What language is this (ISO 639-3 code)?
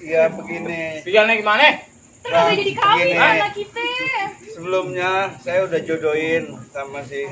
bew